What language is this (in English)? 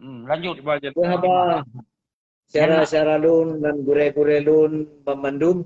Achinese